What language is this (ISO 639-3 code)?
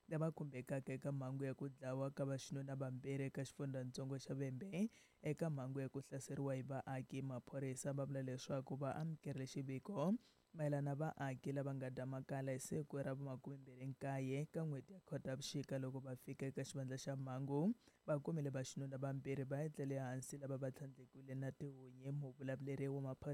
tso